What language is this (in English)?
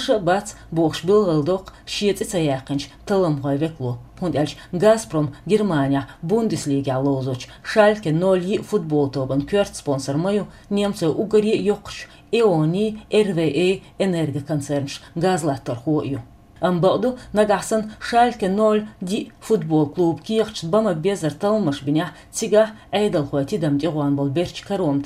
Chechen